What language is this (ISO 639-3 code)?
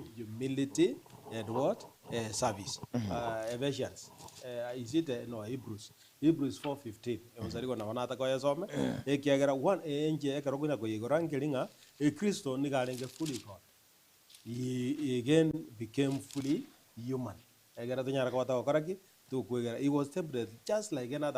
guz